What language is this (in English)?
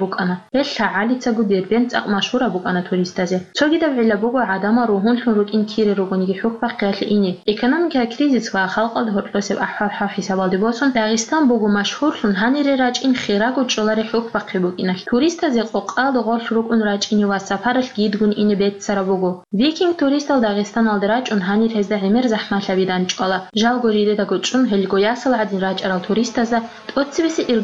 Avaric